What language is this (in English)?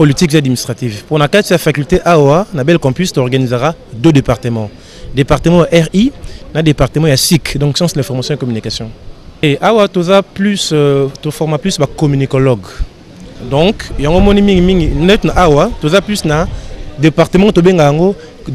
Lingala